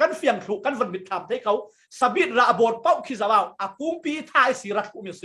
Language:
Falam Chin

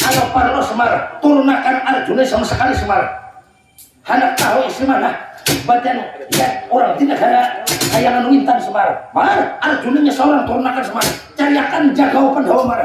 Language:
Banjar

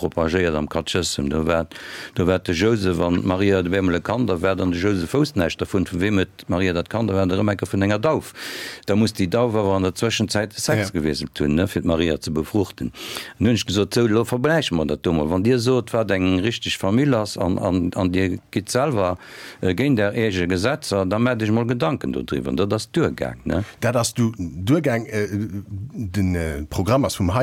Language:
Luxembourgish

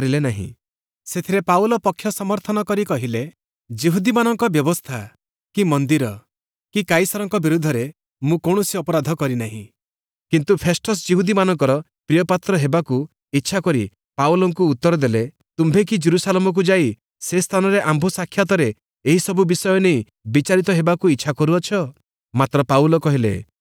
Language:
Odia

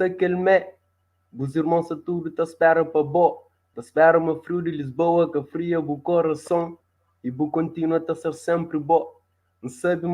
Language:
Kabuverdianu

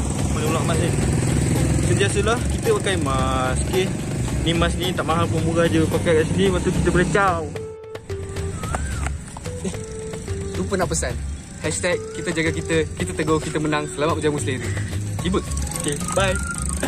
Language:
Malay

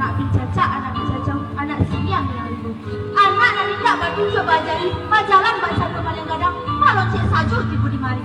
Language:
Minangkabau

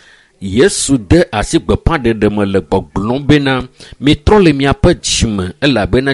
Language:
Ewe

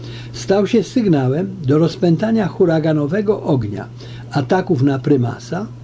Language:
Polish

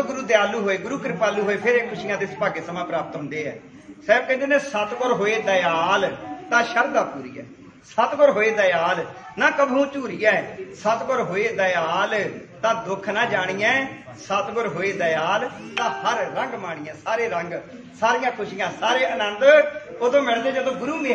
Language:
Punjabi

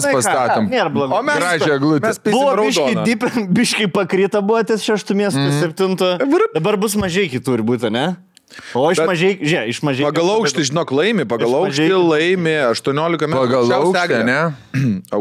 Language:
Lithuanian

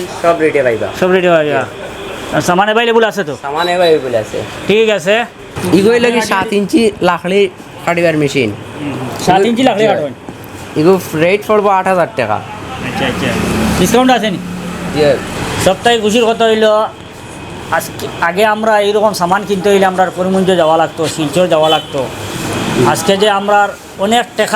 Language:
Sylheti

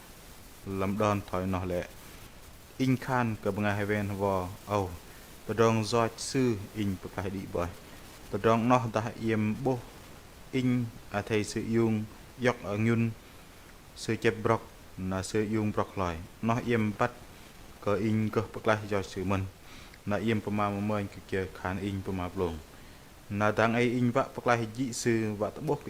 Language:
Bahnar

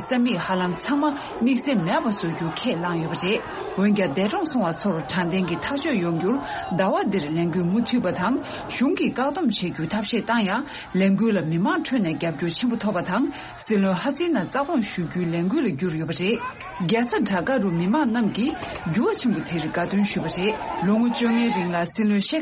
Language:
Tibetan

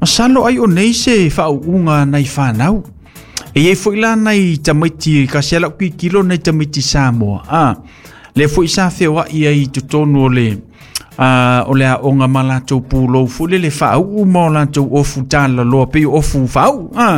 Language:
Samoan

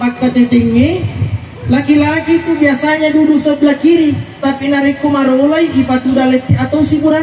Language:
Buginese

